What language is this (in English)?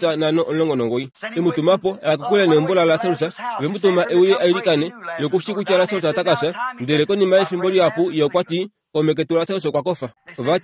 Kuanyama